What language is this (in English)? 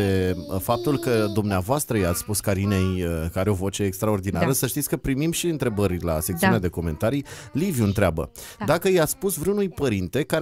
Romanian